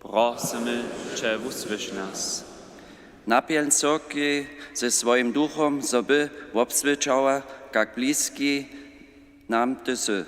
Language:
Upper Sorbian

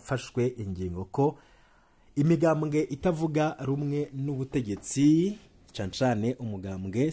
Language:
Rundi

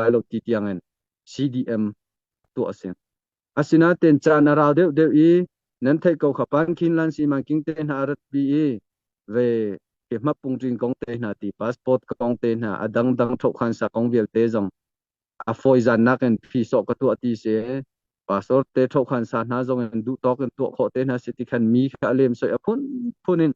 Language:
Hakha Chin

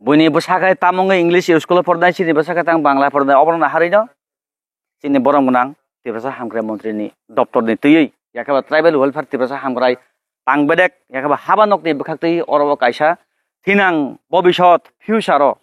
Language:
Kok Borok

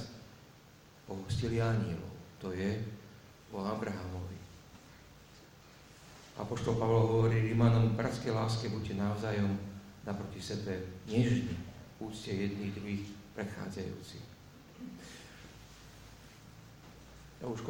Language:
Slovak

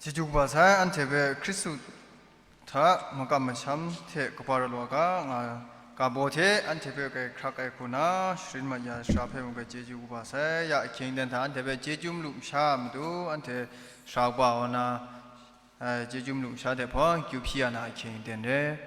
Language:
Kachin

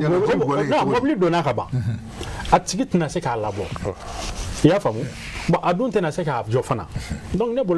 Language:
Bambara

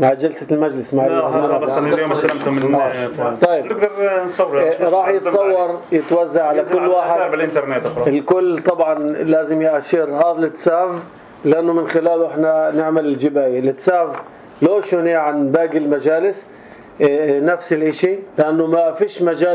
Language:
North Levantine Arabic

